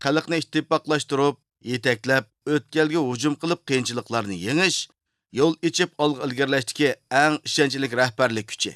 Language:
Uyghur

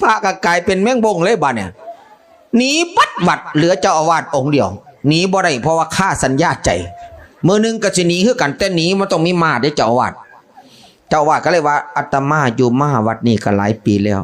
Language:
Northeastern Thai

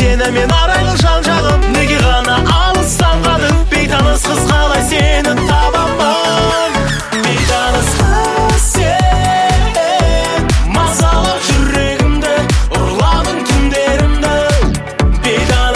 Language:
Kazakh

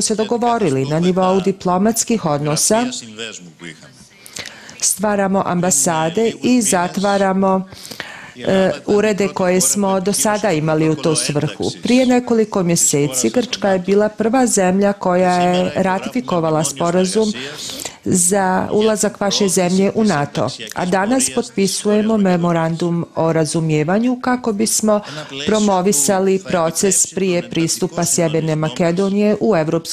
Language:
Serbian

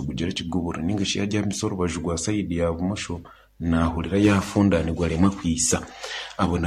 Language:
Nyankole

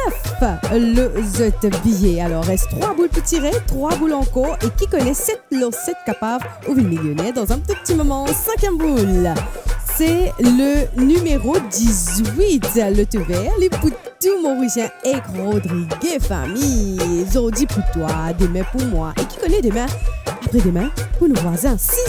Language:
Morisyen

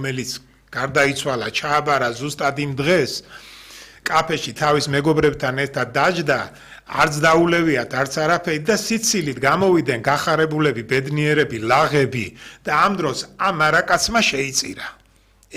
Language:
Georgian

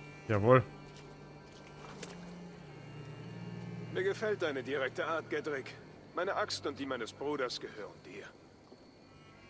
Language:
German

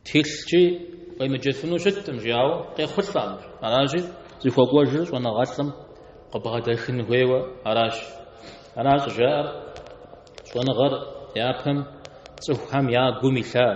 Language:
Kabardian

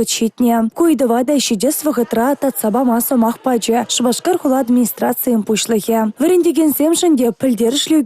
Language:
Chuvash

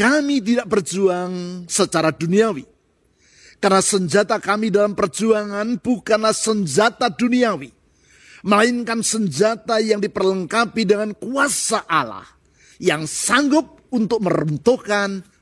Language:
Indonesian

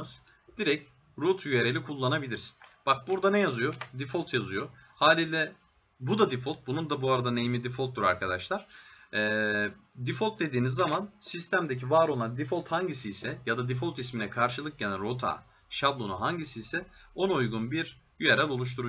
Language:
Turkish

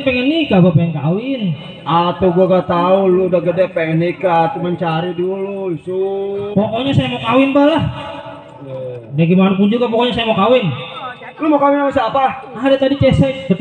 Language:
Betawi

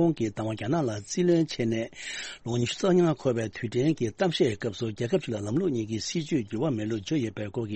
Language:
Tibetan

